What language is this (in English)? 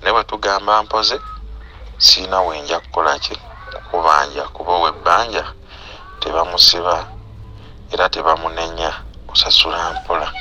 Ganda